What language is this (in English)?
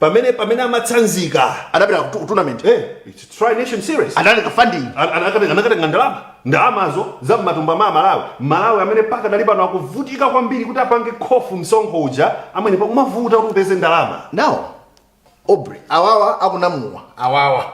Nyanja